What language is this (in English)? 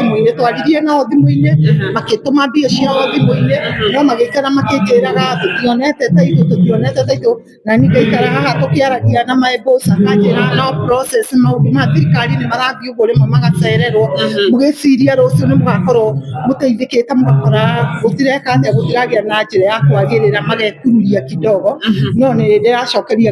Kikuyu